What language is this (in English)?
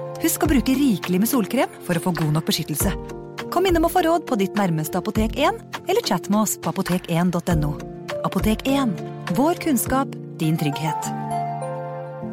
Norwegian